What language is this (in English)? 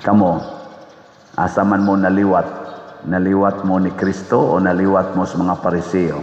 Cebuano